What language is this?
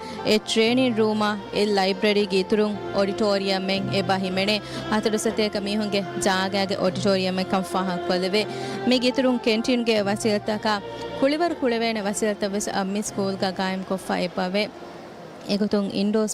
Divehi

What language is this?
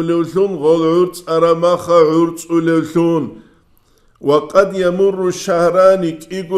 Avaric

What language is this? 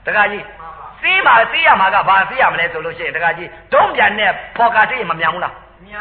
Burmese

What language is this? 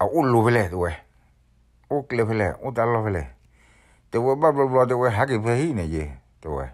S'gaw Karen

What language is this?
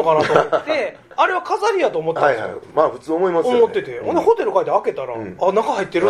Japanese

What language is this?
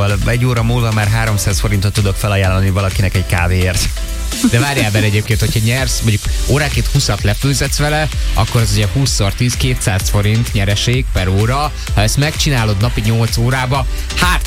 Hungarian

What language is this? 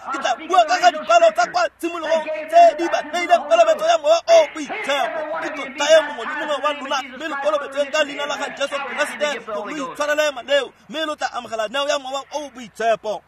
Tswana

